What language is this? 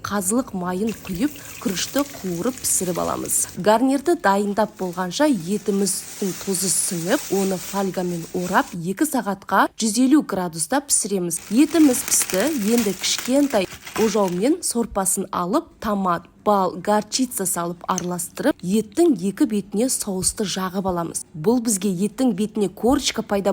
Kazakh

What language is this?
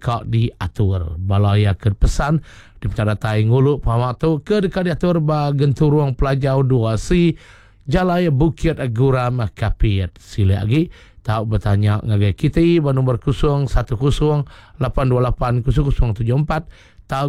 Iban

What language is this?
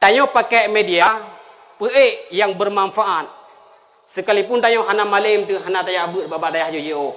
Achinese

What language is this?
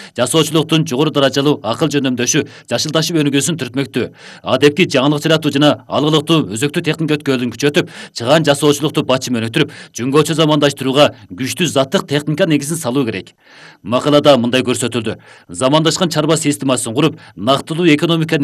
Kyrgyz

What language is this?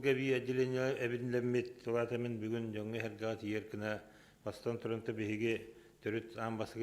Yakut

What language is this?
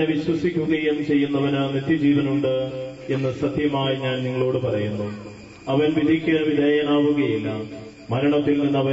Malayalam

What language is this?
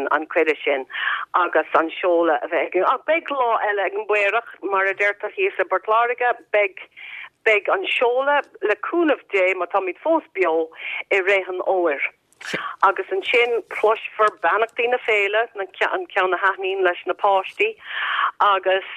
Irish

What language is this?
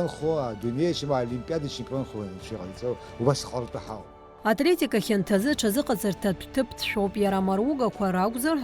Abkhazian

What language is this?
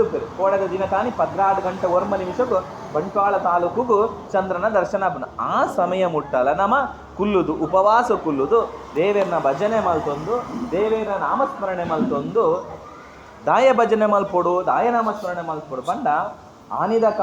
Tulu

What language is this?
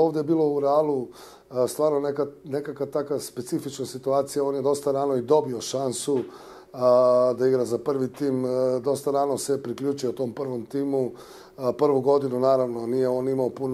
Bosnian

